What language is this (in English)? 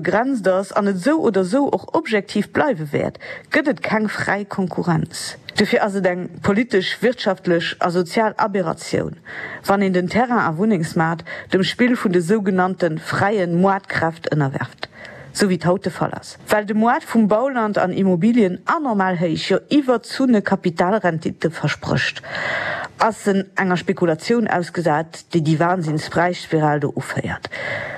Luxembourgish